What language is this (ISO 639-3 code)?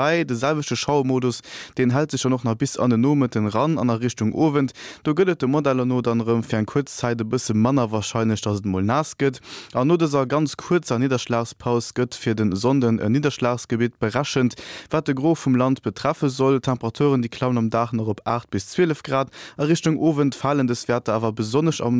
ltz